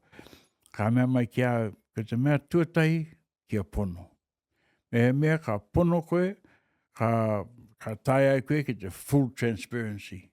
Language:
Māori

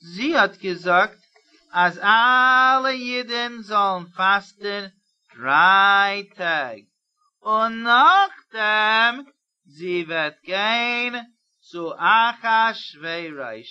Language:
Yiddish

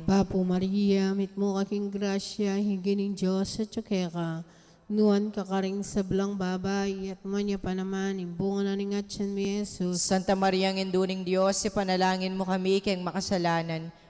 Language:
Pampanga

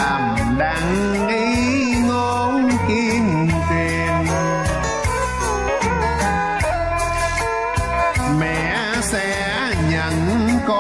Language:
Vietnamese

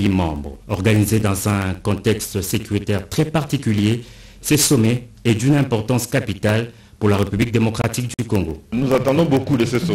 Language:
French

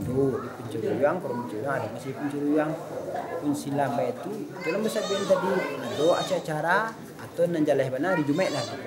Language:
Minangkabau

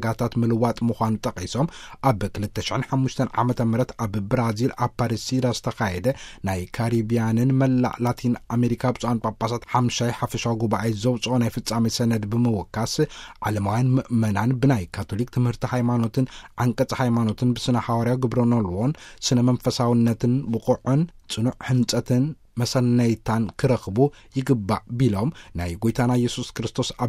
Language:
Tigrinya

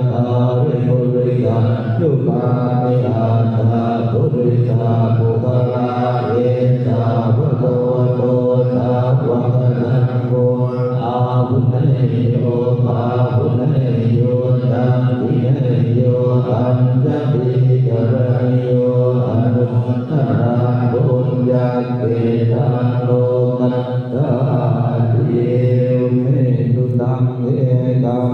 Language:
Pali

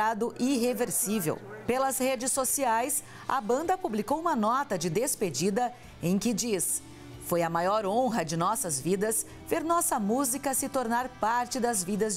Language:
Portuguese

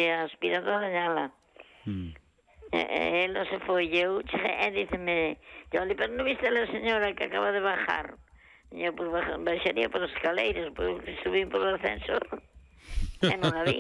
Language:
Galician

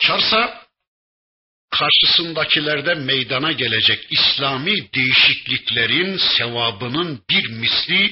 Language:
Turkish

